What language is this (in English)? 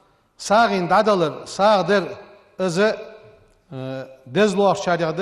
Ingush